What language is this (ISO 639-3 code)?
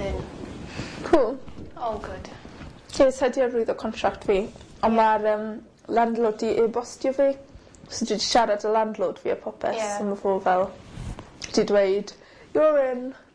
cym